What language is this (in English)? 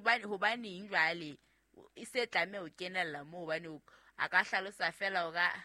Southern Sotho